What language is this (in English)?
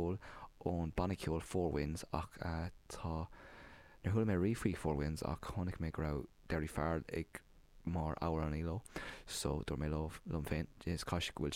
Irish